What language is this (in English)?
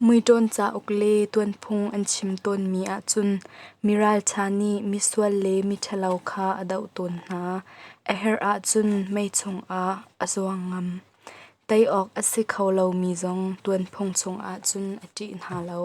Hakha Chin